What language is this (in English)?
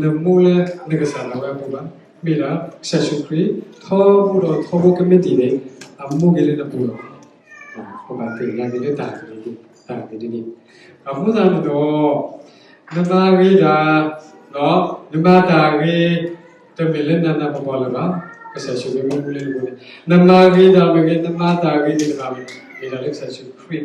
S'gaw Karen